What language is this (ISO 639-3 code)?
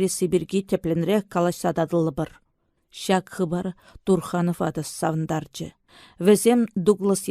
chv